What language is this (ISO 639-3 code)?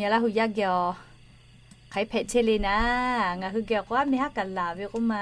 lhu